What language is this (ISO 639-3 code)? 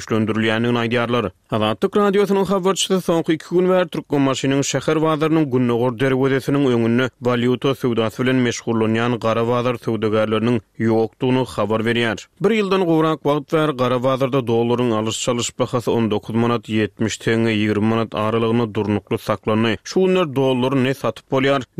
tuk